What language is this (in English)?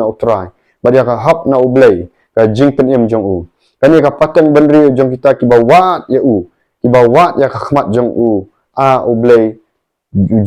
Khasi